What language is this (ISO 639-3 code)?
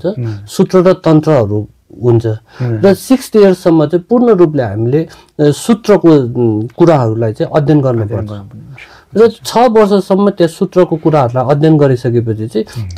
nep